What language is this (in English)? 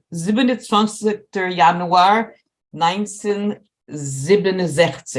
Yiddish